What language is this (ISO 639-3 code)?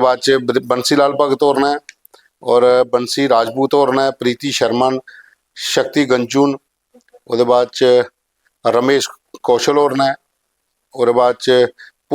doi